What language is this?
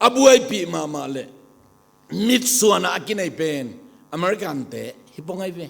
Tedim Chin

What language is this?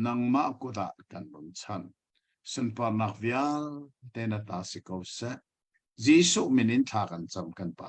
Hakha Chin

